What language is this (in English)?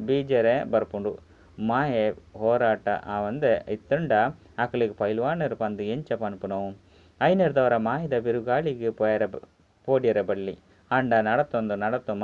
Tulu